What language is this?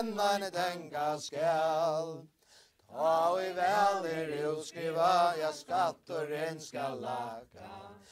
Faroese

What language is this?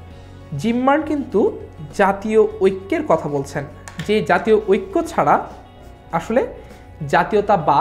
Bangla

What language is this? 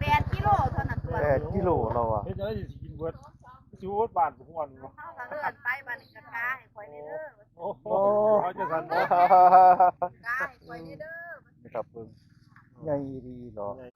Northeastern Thai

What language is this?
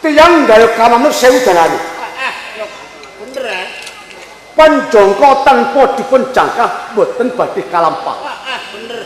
Javanese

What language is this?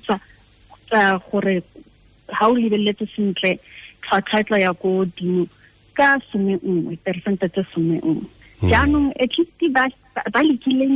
Tswana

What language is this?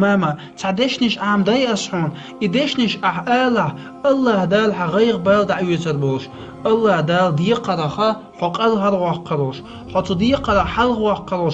Chechen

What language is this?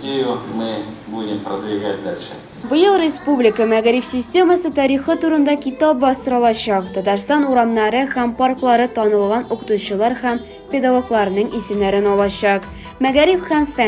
Tatar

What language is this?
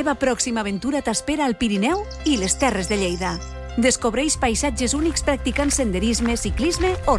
Catalan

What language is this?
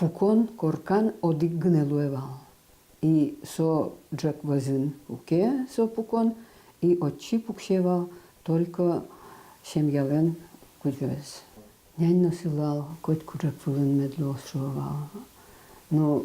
Udmurt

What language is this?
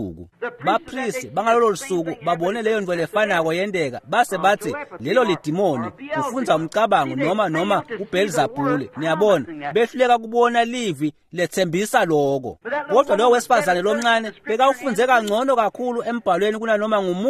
Swati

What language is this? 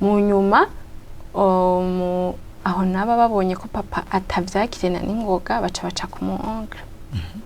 Rundi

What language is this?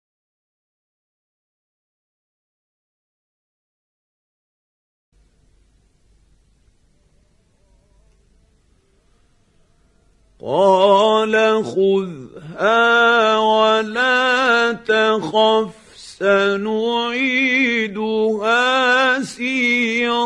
Arabic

